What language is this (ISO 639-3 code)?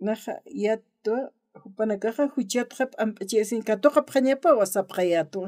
aym